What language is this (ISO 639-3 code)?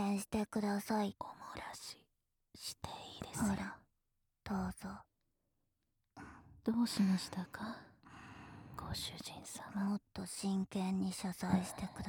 jpn